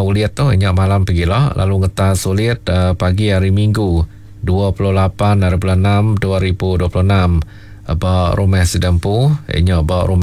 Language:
Iban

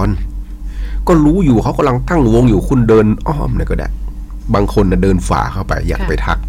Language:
Thai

